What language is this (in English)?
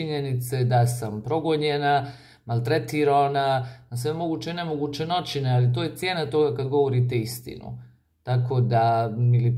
Croatian